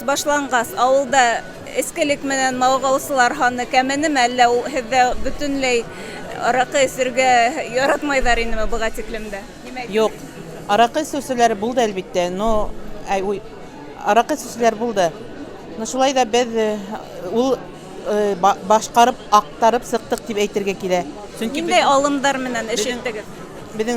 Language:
Bashkir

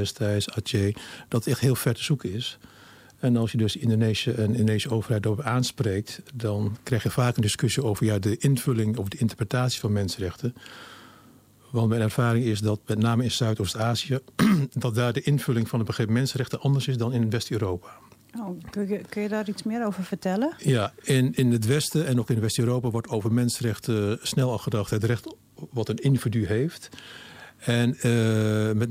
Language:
Dutch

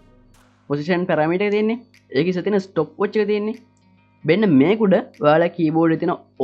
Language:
Sinhala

